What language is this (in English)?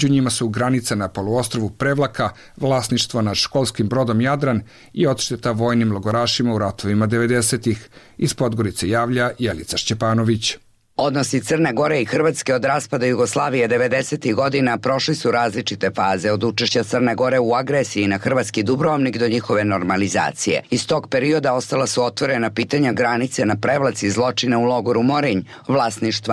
Bosnian